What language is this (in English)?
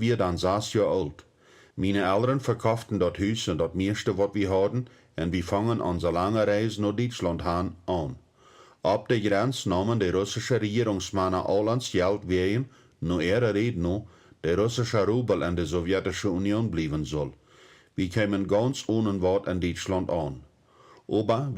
Plautdietsch